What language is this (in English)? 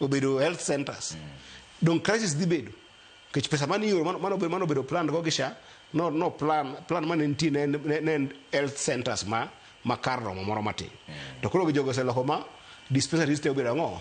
Luo (Kenya and Tanzania)